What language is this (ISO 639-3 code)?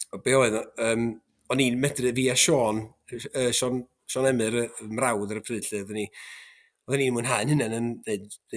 cym